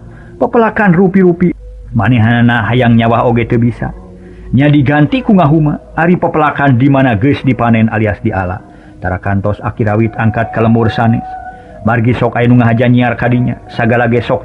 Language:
Sundanese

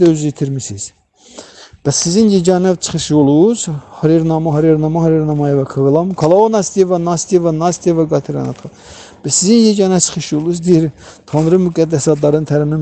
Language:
Azerbaijani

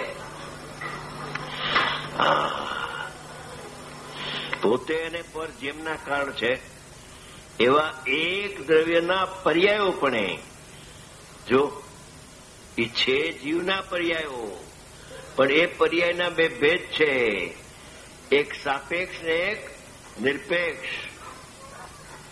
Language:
Gujarati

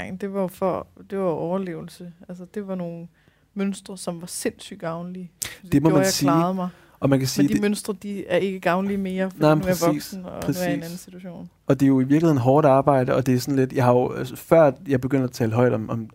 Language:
Danish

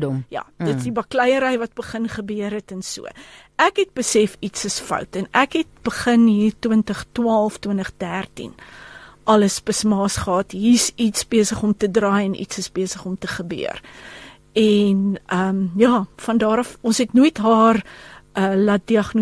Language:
Afrikaans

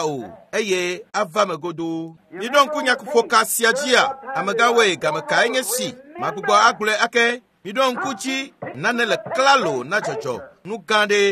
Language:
Ewe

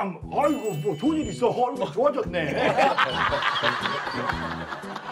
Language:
Korean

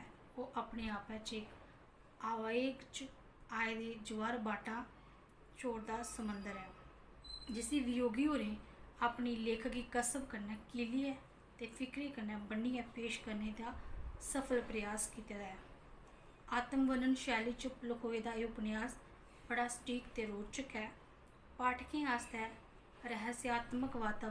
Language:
Dogri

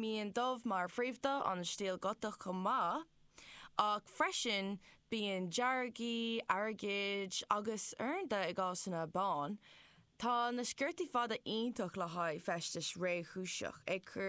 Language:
Irish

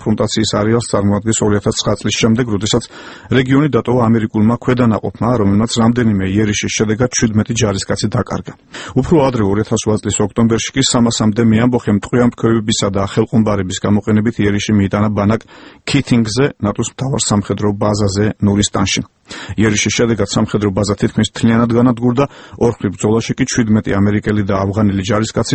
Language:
Georgian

